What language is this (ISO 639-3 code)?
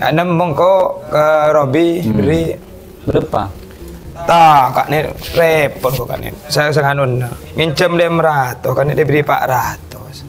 mad